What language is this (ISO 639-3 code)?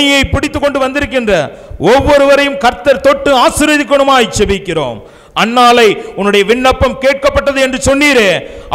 tam